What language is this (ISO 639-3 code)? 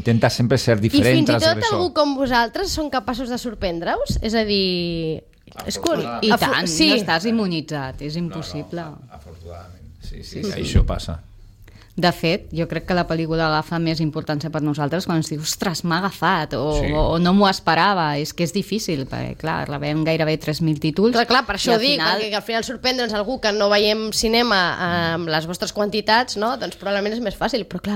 cat